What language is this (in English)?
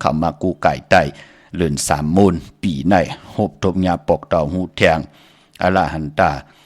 Shan